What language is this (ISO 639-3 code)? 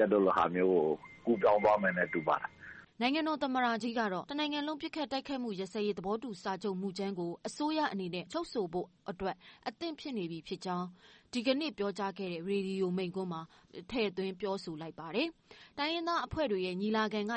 mya